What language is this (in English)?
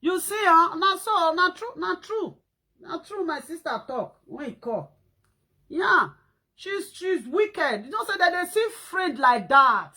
Nigerian Pidgin